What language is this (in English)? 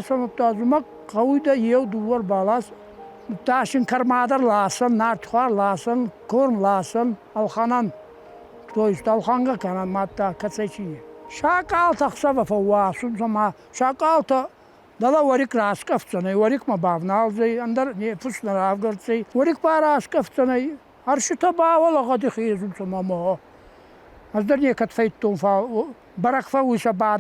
Ossetic